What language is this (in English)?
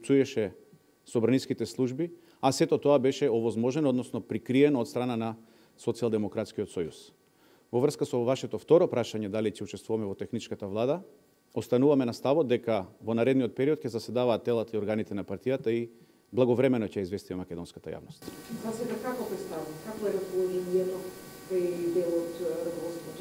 Macedonian